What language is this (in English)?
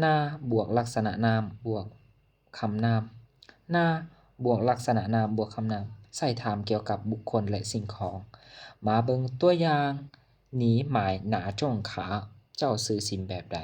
Lao